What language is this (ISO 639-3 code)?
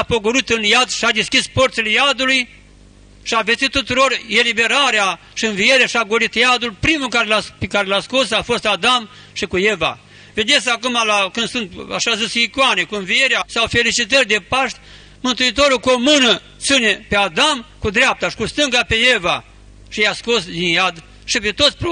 ron